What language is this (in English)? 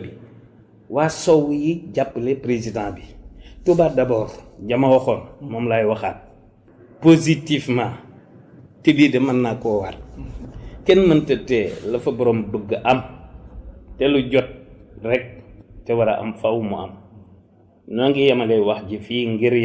Wolof